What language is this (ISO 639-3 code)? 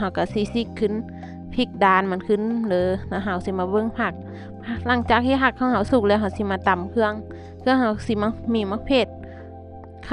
lao